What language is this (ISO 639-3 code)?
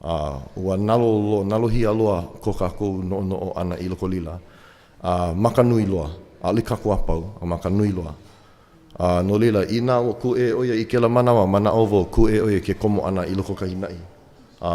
haw